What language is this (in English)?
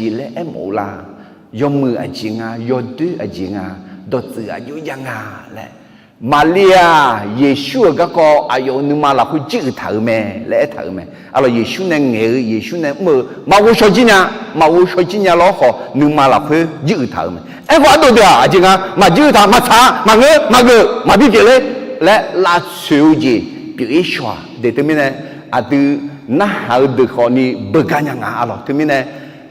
Akha